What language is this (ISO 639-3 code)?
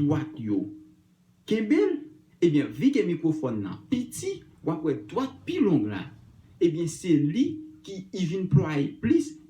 hat